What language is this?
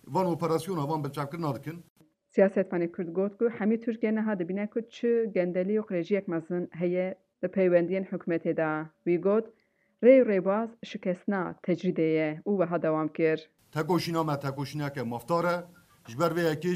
Kurdish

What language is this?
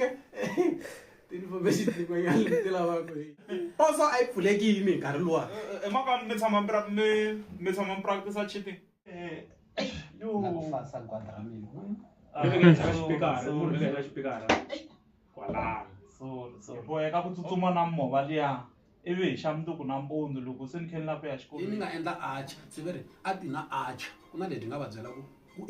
Tsonga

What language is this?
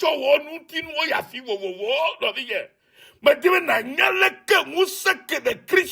Ewe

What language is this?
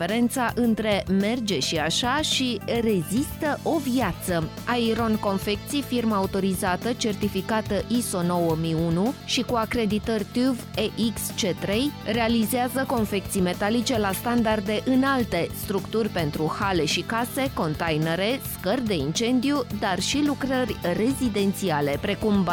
Romanian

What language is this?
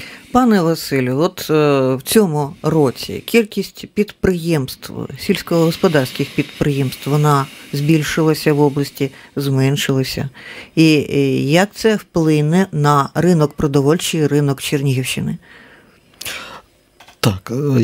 Ukrainian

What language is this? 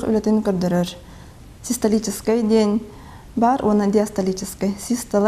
Yakut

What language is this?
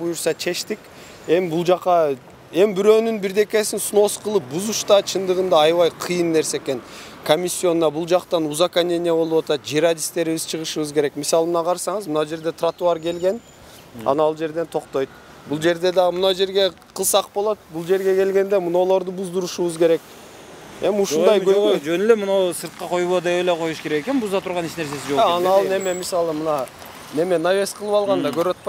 Kyrgyz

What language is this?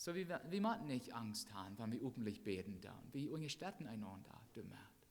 Plautdietsch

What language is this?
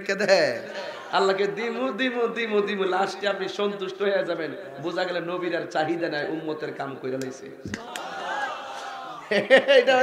Bangla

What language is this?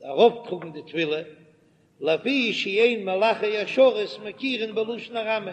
Yiddish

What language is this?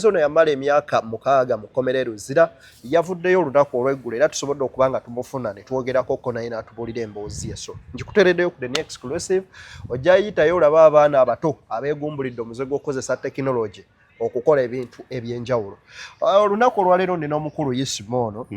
Ganda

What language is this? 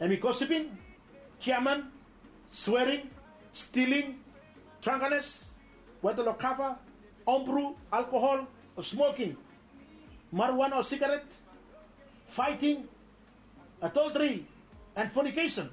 Bislama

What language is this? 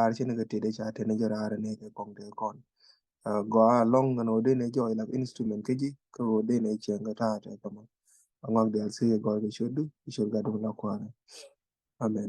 Nuer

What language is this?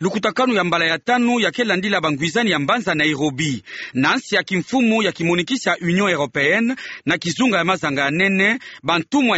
Kituba (Democratic Republic of Congo)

